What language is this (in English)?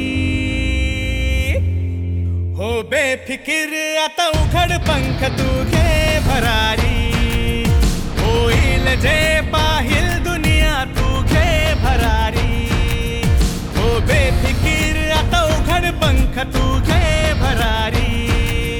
Marathi